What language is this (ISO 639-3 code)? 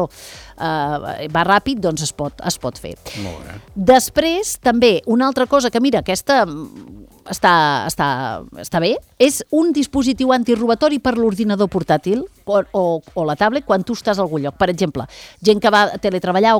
cat